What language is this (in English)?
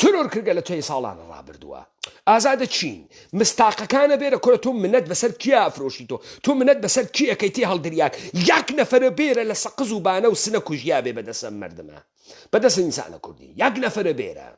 Central Kurdish